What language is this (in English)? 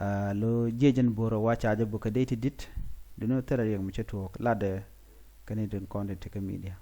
Nuer